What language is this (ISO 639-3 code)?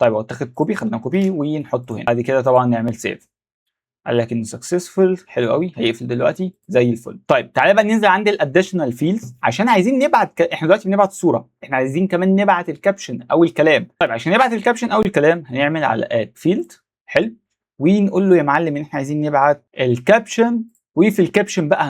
arz